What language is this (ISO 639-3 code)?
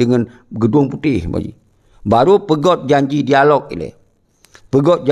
ace